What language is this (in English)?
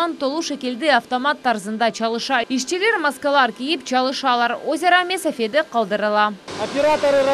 Crimean Tatar